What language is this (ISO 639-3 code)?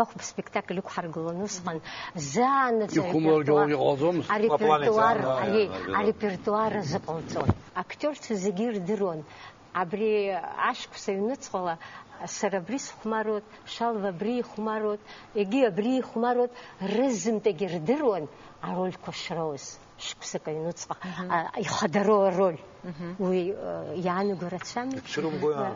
abk